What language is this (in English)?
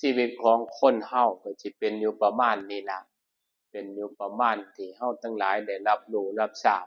Northeastern Thai